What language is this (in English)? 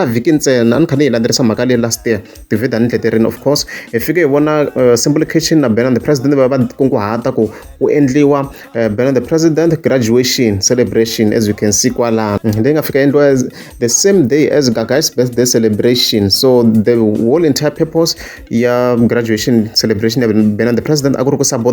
Tsonga